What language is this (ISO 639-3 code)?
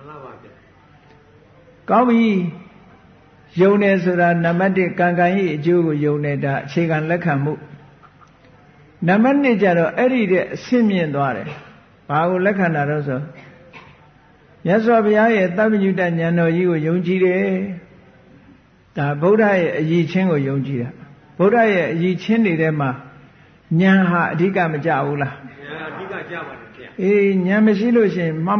mya